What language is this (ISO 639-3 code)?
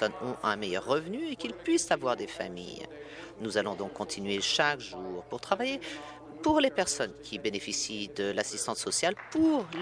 fra